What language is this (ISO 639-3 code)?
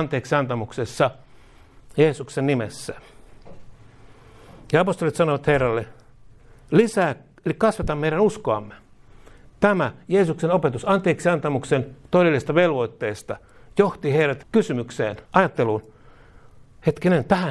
fin